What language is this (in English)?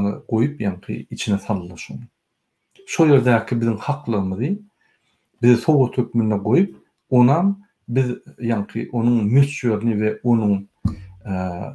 Turkmen